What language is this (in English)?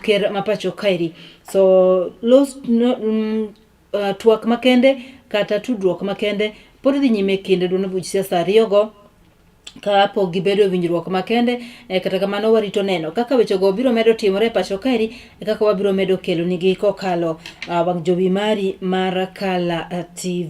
Luo (Kenya and Tanzania)